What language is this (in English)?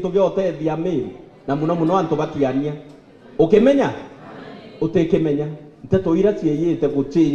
Meru